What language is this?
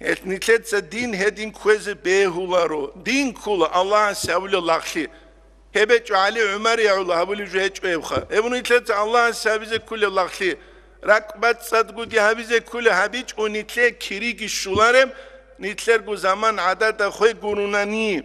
Avaric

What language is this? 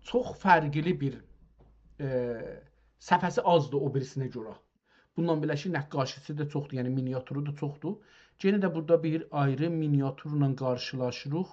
South Azerbaijani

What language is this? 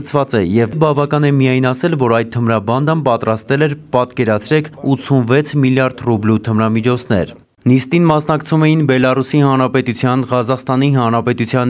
Armenian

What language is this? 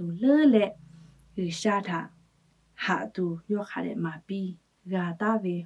Lahu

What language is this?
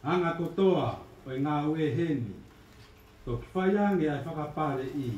Tongan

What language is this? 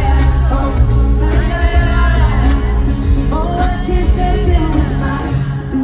Yakut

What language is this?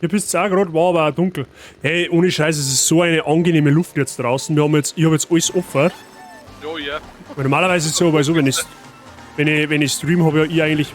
Bavarian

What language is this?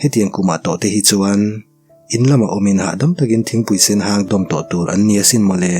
Mizo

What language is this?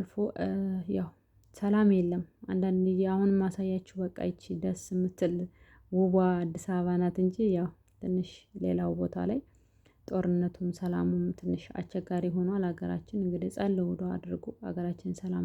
Amharic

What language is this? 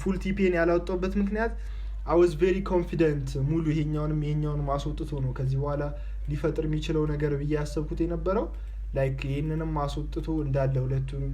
Amharic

